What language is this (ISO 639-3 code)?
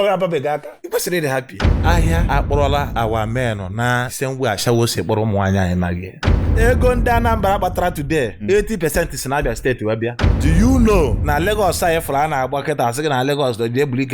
ibo